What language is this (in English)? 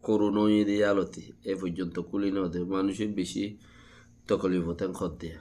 Rohingya